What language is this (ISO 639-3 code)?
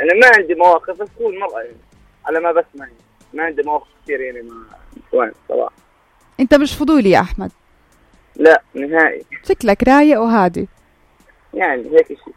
apc